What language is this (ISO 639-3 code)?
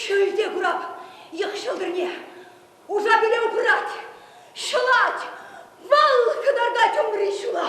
chv